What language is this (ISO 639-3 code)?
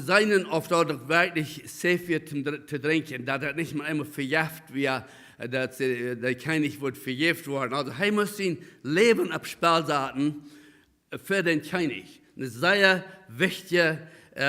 pdt